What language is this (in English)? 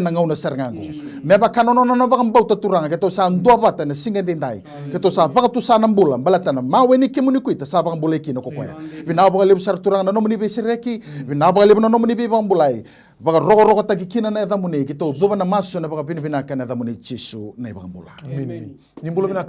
Fijian